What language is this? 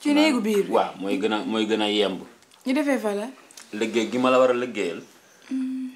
Wolof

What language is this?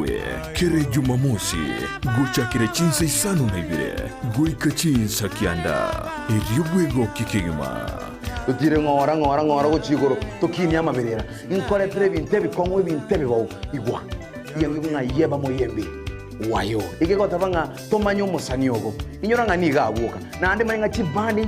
Gusii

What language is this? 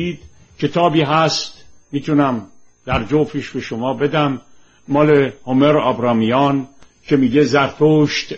Persian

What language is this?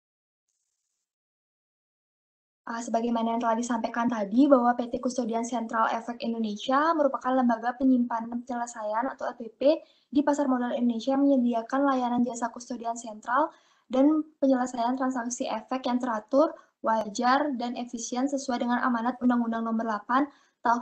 Indonesian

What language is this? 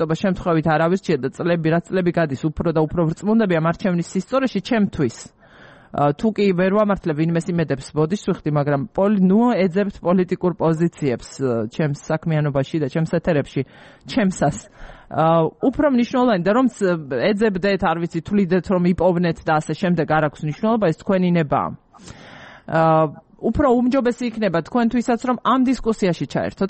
Georgian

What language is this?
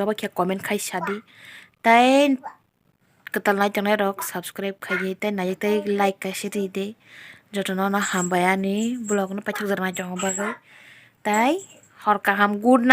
Kok Borok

